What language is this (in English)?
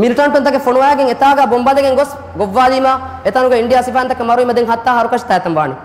Divehi